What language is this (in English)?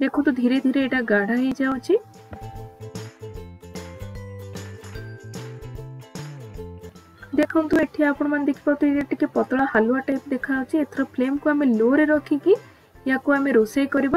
Odia